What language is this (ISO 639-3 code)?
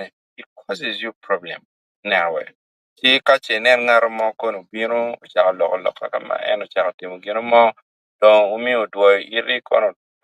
ach